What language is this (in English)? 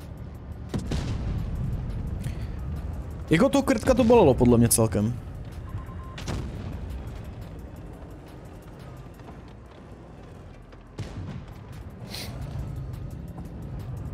Czech